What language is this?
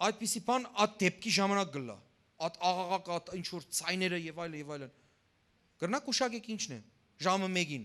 Western Armenian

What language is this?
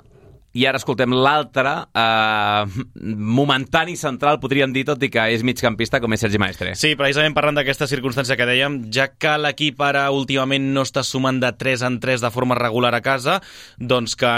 Catalan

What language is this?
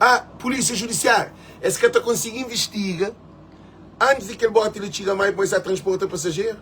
Kabuverdianu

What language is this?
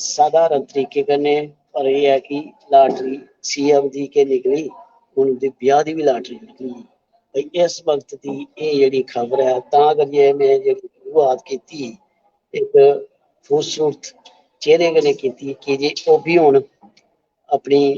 Dogri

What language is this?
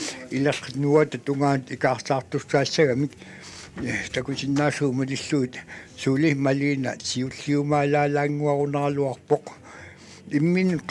Kalaallisut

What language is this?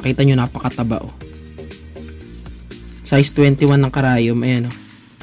Filipino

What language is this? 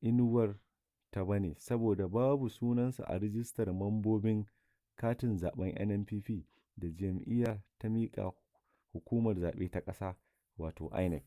Hausa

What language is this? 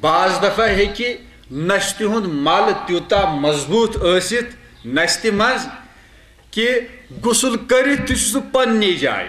Kashmiri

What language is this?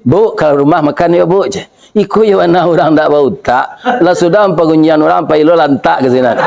Minangkabau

